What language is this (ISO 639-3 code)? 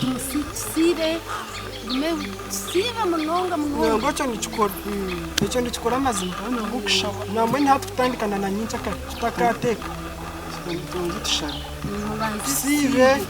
nyn